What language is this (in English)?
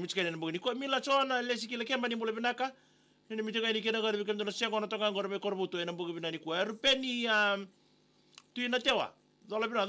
Fijian